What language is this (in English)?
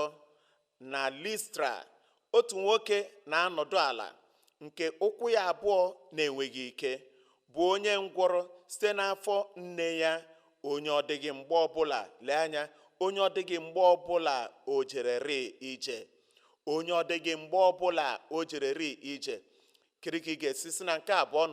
Igbo